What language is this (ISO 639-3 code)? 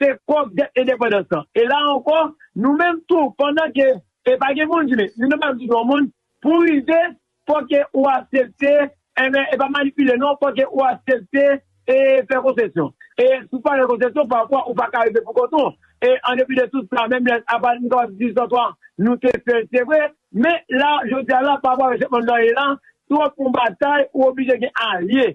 hat